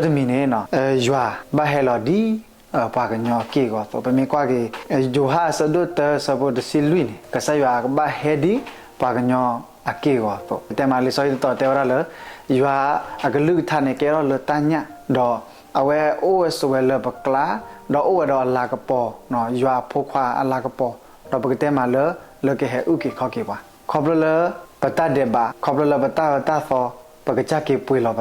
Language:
S'gaw Karen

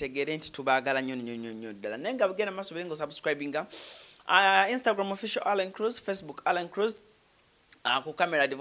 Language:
Ganda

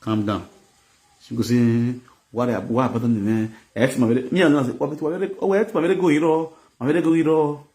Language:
Nigerian Pidgin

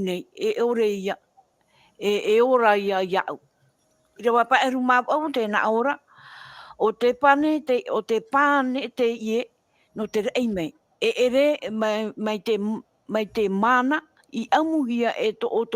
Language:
Tahitian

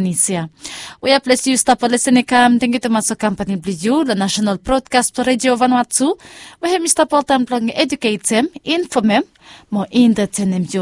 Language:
Bislama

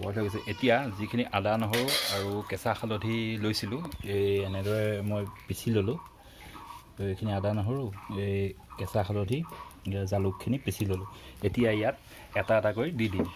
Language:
Assamese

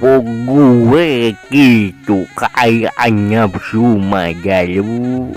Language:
Sundanese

